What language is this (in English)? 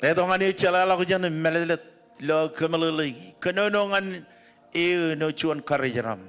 Marshallese